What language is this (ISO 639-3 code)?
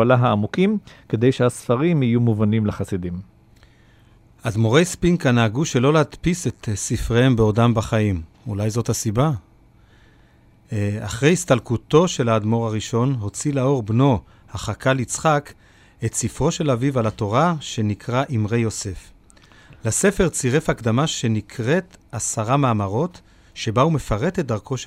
heb